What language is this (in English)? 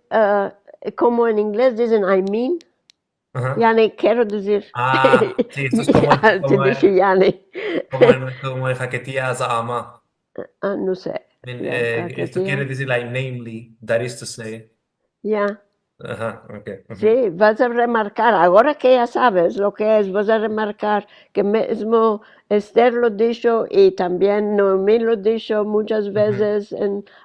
Ladino